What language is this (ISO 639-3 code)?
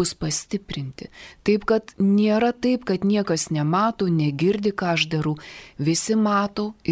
lit